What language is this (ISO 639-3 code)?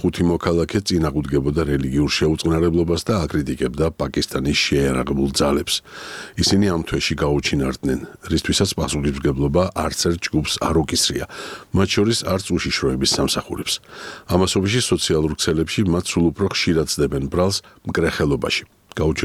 kat